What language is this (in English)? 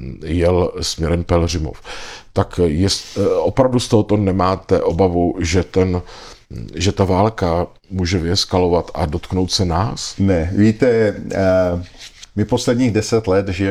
Czech